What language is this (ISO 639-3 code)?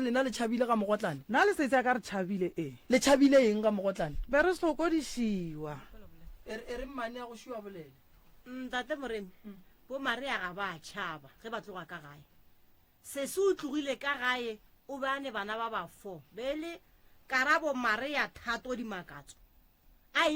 nso